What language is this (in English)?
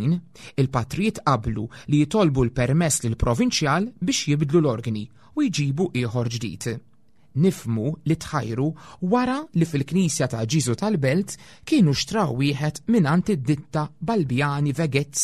Maltese